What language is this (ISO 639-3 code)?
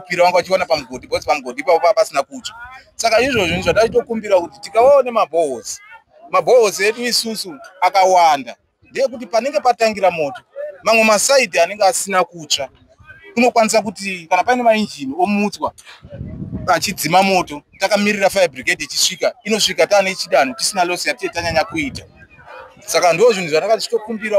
sna